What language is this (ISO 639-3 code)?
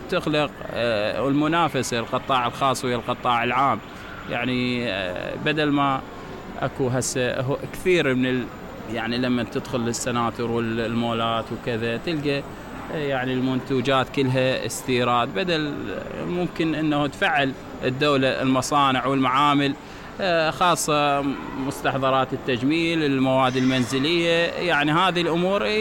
acm